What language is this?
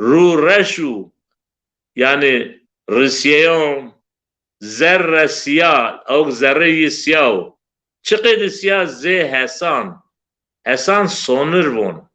Zaza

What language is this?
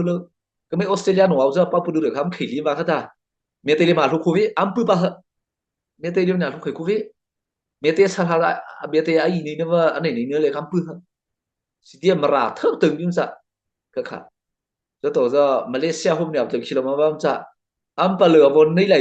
Mara Chin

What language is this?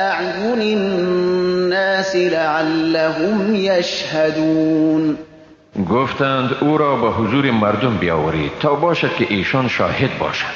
Persian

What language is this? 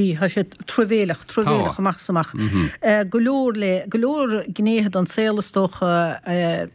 Irish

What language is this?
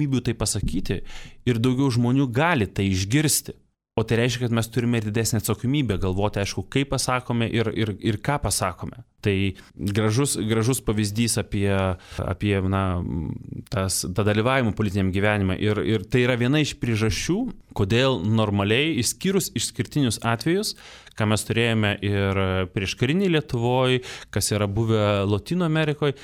Lithuanian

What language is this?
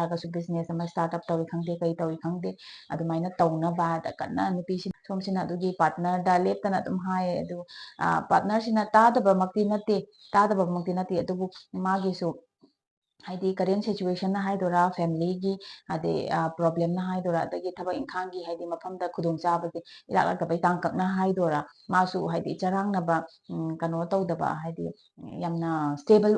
Manipuri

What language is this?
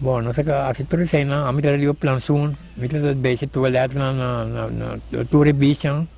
Papiamento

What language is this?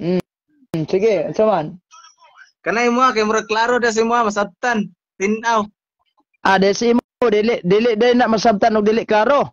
Cebuano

